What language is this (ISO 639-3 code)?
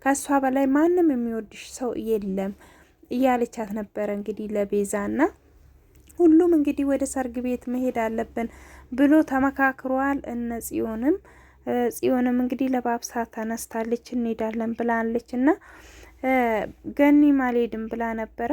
amh